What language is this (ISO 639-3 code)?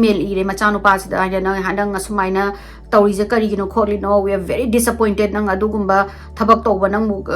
mni